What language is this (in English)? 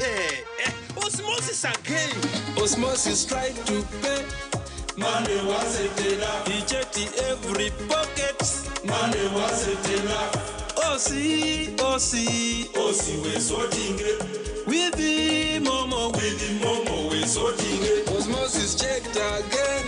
Nyankole